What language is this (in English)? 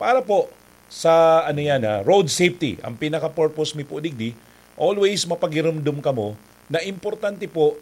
Bikol